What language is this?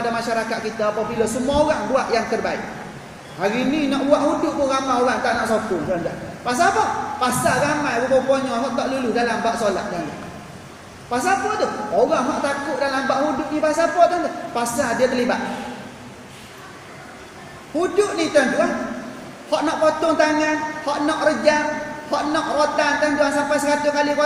Malay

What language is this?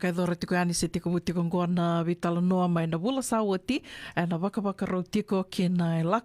Fijian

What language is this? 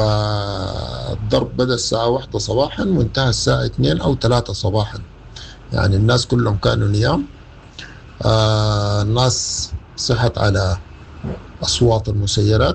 Sudanese Arabic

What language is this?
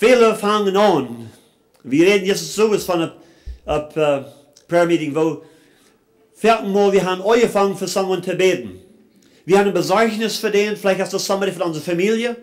Plautdietsch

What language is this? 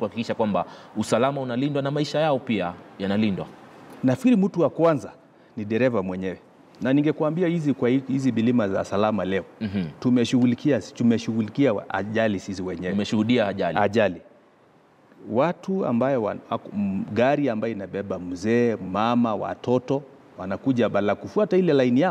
Swahili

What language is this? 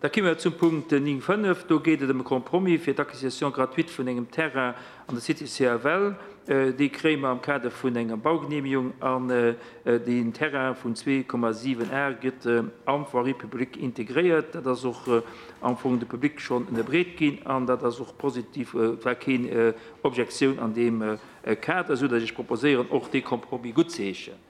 Luxembourgish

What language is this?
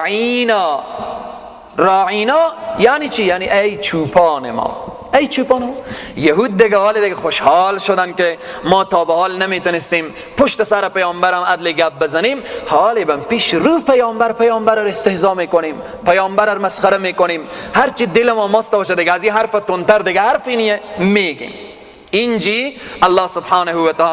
Persian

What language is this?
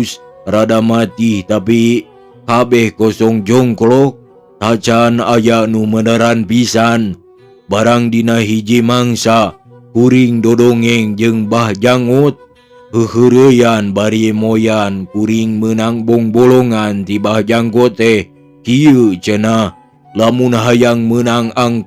Sundanese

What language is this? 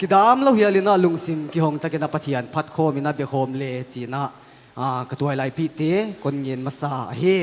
Paite Chin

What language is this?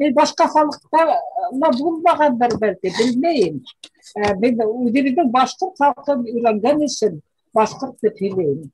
Bashkir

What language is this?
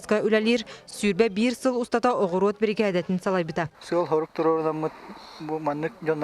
Yakut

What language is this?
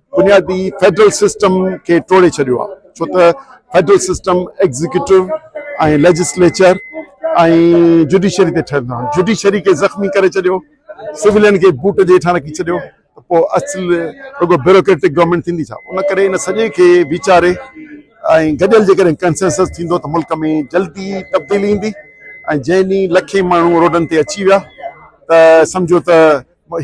Sindhi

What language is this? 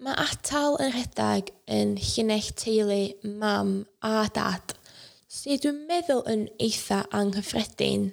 Welsh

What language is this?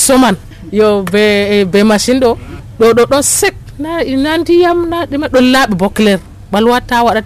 Nigerian Fulfulde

